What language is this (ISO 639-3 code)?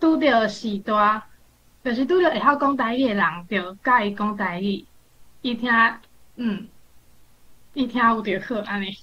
nan